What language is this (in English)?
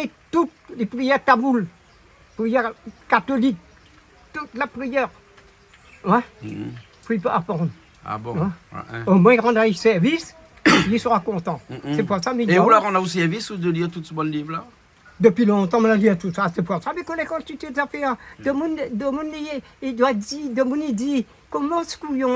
Réunion Creole French